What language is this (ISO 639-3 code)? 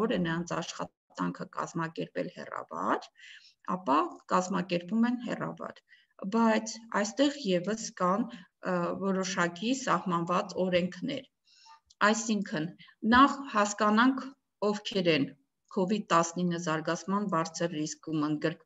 hye